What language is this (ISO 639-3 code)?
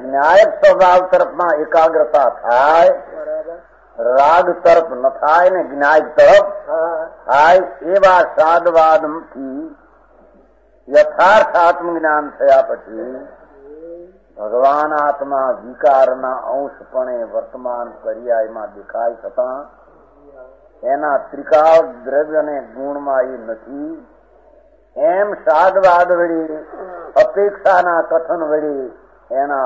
guj